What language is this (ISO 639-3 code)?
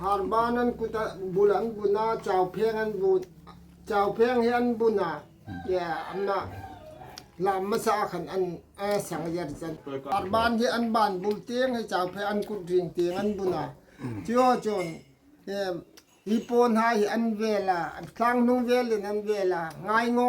hmr